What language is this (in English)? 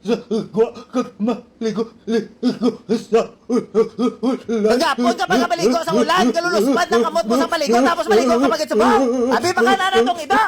Hiligaynon